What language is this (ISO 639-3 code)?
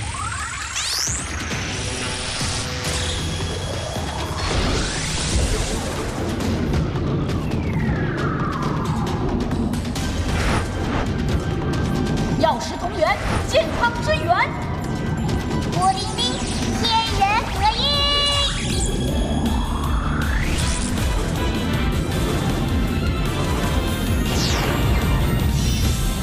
zho